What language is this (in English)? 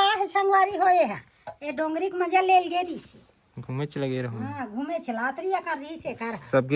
Chhattisgarhi